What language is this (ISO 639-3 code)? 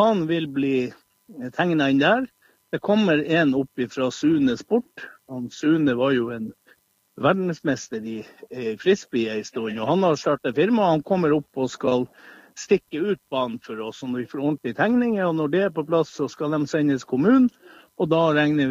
nor